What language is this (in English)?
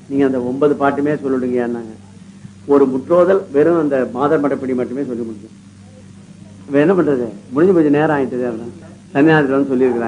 Tamil